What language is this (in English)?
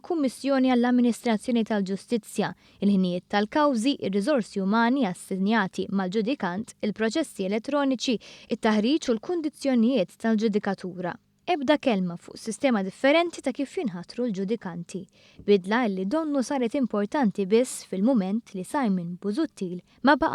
Maltese